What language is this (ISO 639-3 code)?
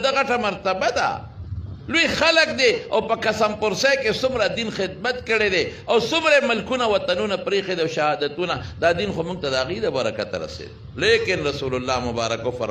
pus